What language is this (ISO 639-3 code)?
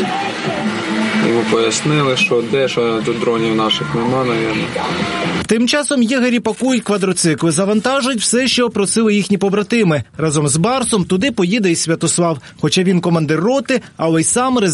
ukr